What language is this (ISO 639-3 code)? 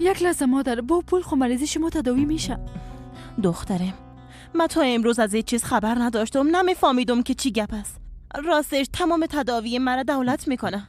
fas